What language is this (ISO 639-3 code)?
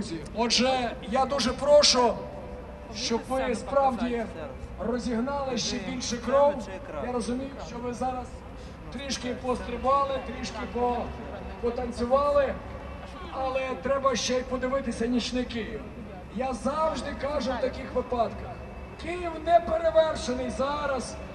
ukr